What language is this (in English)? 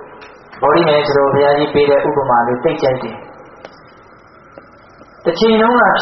Burmese